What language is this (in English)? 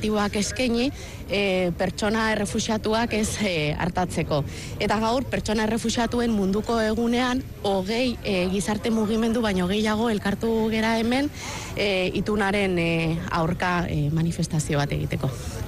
Basque